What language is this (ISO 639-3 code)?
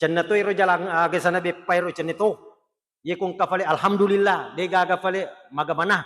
bug